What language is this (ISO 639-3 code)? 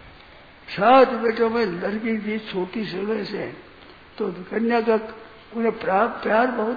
hin